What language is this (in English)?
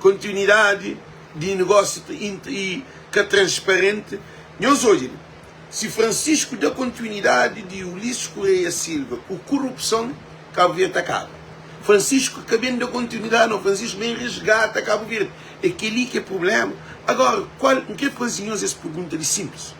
Kabuverdianu